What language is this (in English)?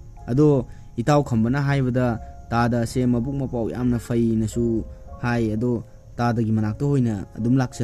Manipuri